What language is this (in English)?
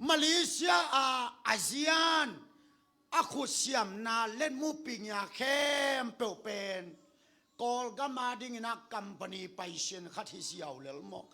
Tedim Chin